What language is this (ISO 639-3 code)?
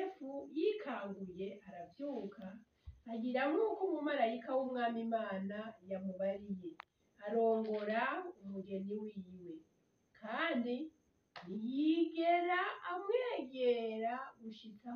run